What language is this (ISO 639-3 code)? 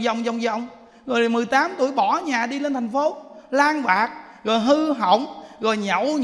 vie